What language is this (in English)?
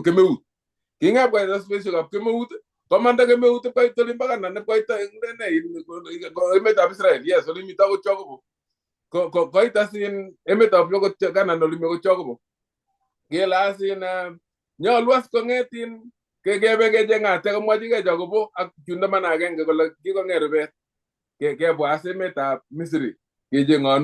Kalenjin